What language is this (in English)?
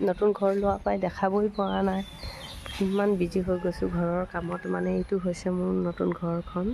Assamese